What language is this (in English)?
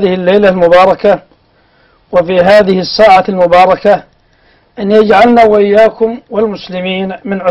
Arabic